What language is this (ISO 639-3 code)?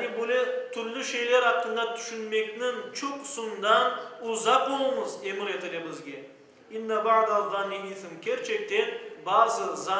crh